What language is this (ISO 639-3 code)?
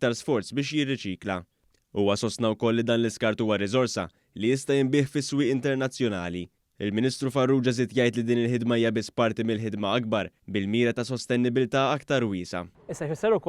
mlt